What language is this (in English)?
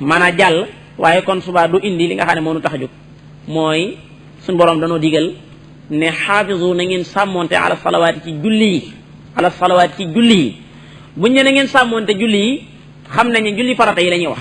Wolof